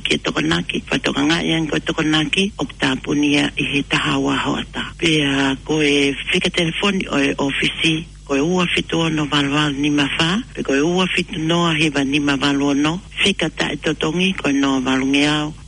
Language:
Tongan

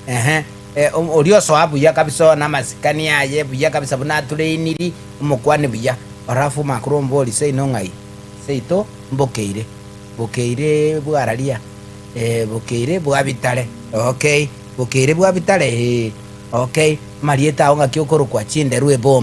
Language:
Gusii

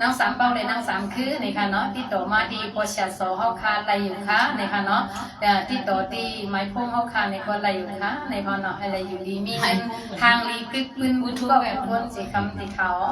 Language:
Shan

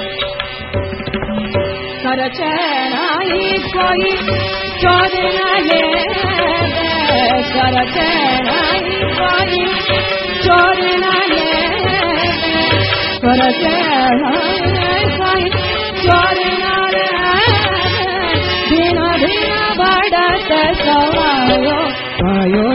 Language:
Tamil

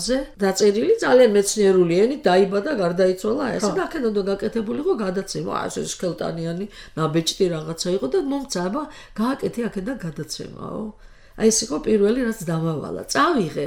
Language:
Georgian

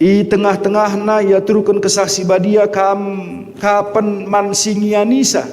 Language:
Batak Karo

